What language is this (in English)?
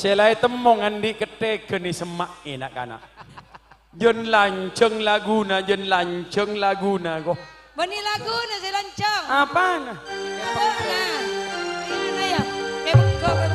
Madurese